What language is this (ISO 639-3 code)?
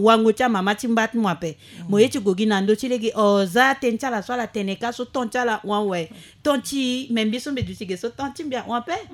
sag